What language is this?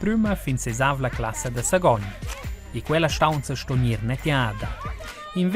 Romansh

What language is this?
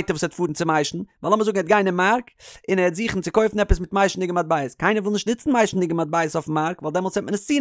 Yiddish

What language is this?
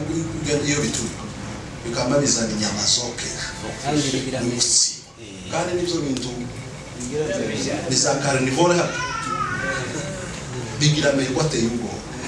Kinyarwanda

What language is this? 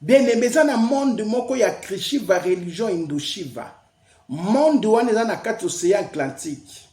Lingala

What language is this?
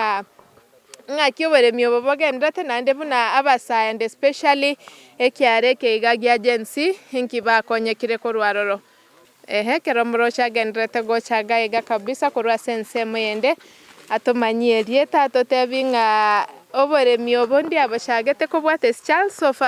Gusii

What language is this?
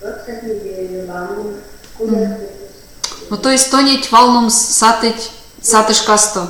Erzya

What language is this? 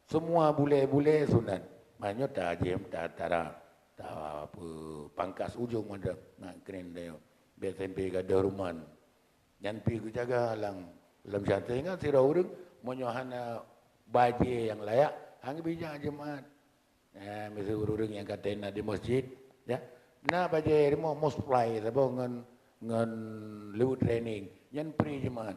Achinese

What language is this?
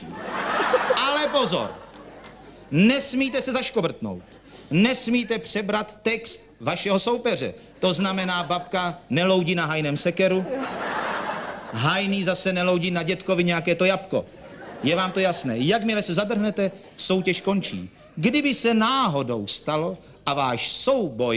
Czech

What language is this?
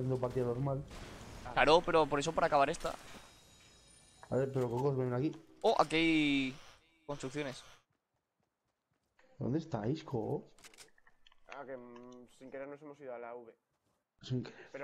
Spanish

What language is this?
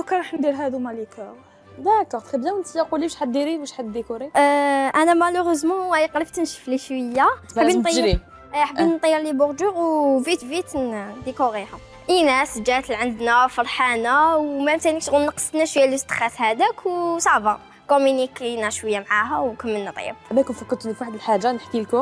Algerian Arabic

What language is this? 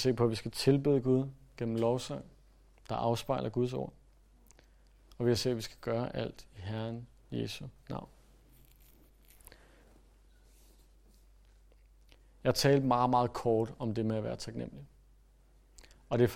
Danish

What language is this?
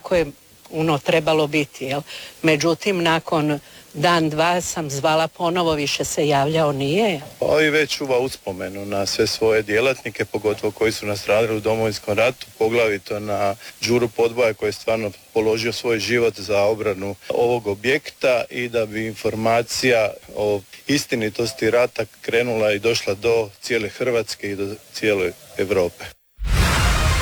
Croatian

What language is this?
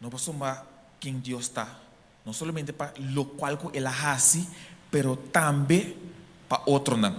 Papiamento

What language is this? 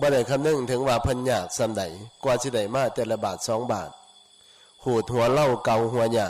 Northeastern Thai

